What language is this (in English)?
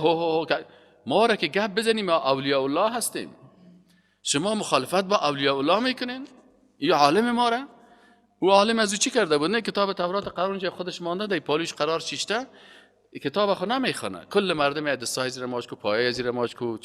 Persian